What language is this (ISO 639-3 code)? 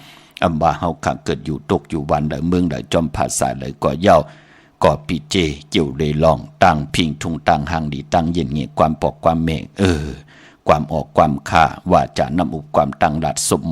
shn